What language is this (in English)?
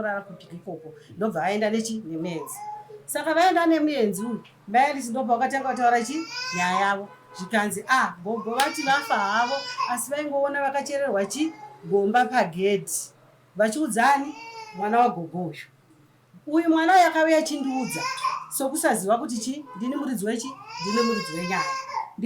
Shona